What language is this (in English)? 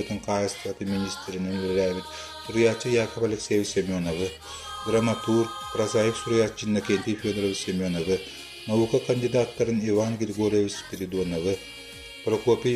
Yakut